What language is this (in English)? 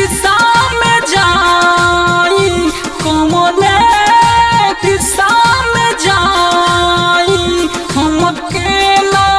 Bhojpuri